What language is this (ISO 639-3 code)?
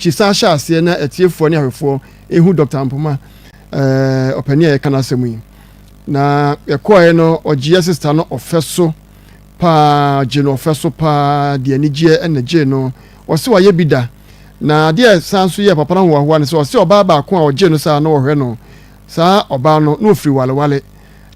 aka